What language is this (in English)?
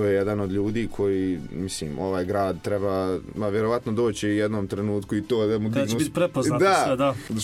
Serbian